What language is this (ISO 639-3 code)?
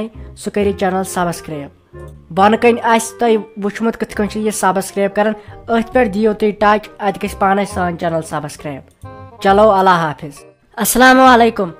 kas